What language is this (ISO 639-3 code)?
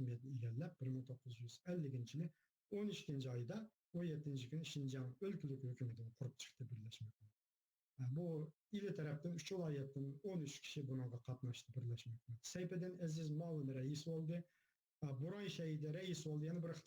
uig